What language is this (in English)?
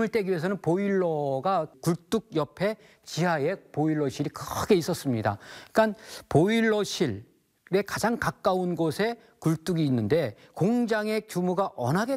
Korean